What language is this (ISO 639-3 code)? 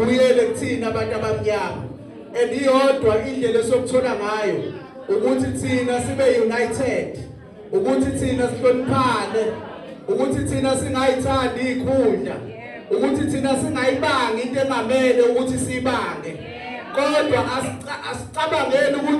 zul